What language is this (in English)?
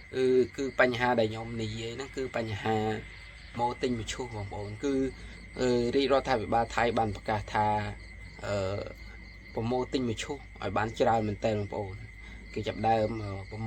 Khmer